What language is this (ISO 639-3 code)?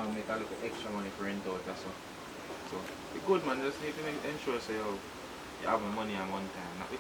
jam